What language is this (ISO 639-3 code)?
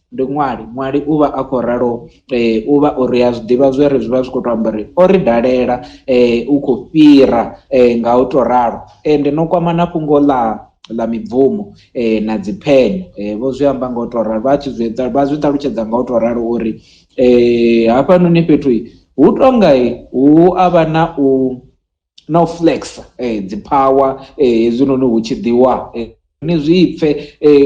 ven